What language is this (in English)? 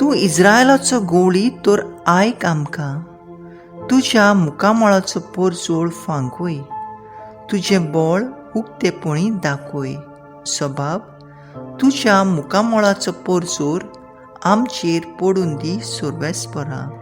Konkani